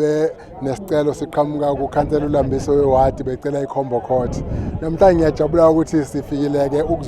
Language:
Zulu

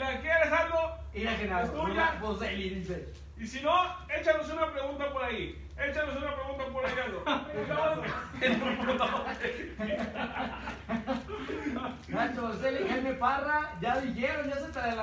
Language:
Spanish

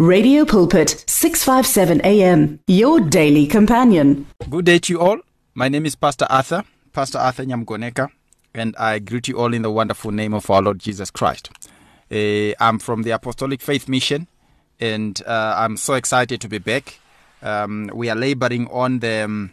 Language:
English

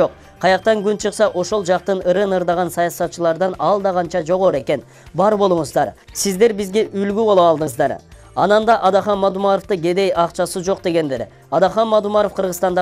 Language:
Kyrgyz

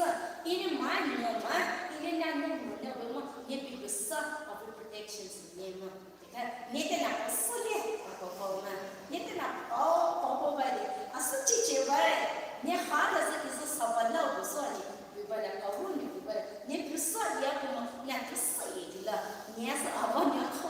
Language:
Poumei Naga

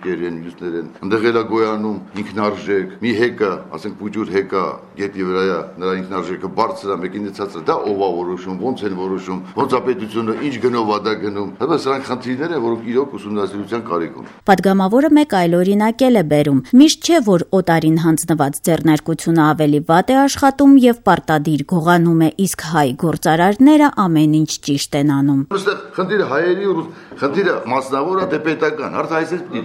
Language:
Armenian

